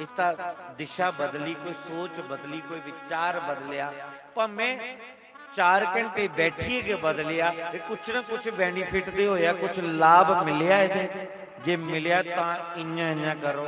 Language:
Dogri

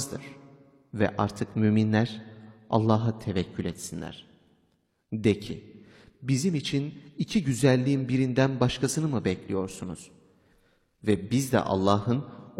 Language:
Turkish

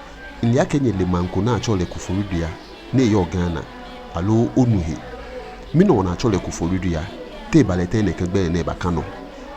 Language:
Ga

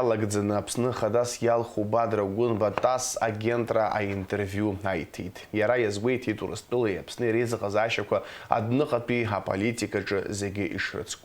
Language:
Abkhazian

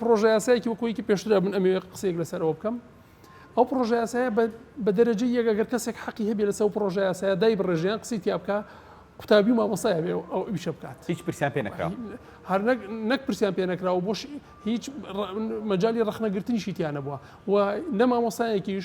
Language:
Central Kurdish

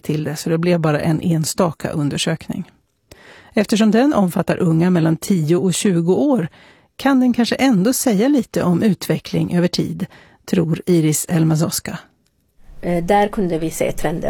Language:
Swedish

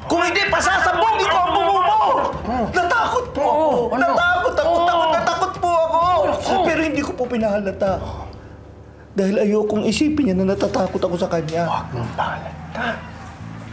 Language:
Filipino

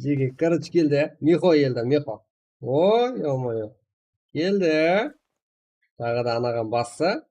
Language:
Kara-Kalpak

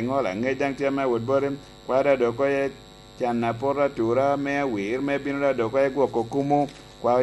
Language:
Lango (Uganda)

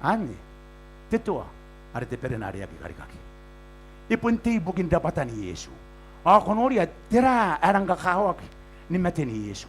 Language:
Gilbertese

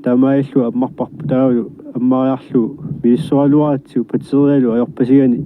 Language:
Kalaallisut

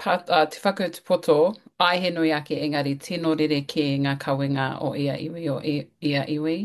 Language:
Māori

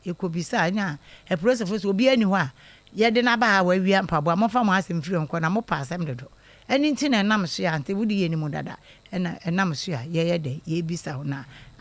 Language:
Akan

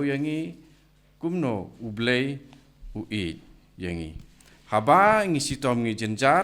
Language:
Khasi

